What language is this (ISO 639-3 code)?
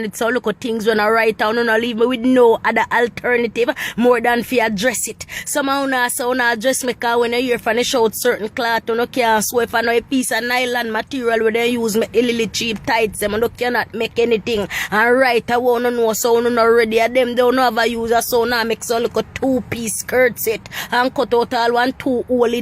jam